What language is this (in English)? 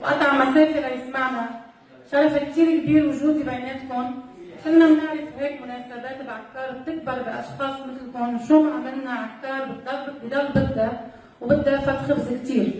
North Levantine Arabic